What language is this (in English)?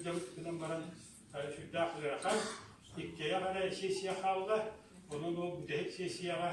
Yakut